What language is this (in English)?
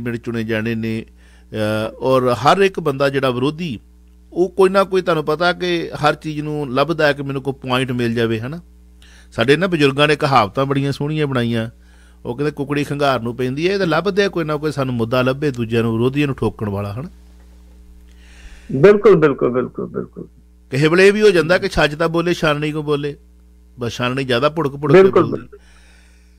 Punjabi